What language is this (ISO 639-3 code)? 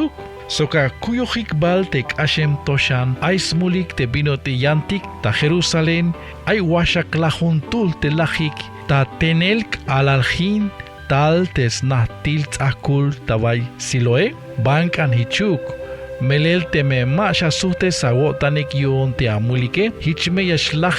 tzh